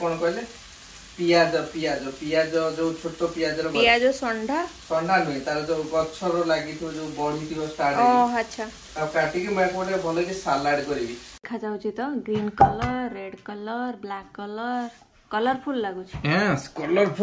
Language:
Odia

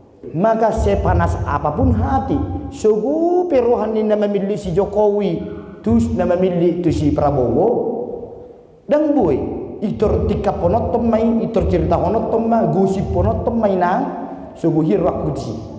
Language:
Batak Toba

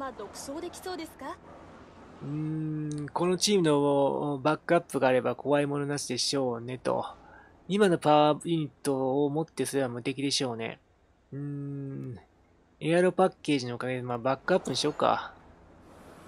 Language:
Japanese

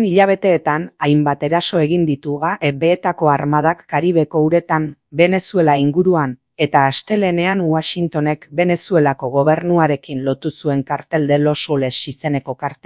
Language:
Basque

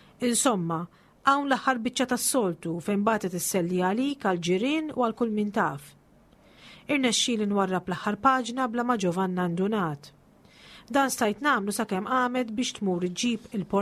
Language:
Maltese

